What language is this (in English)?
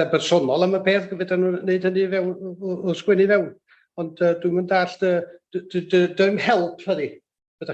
Welsh